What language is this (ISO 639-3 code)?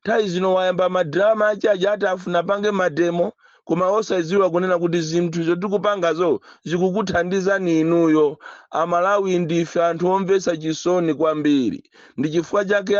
nya